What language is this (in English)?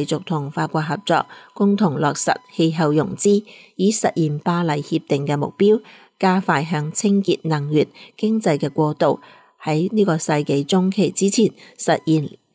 Cantonese